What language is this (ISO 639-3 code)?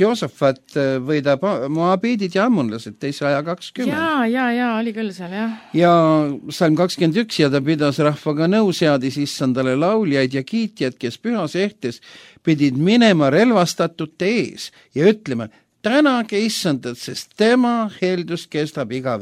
est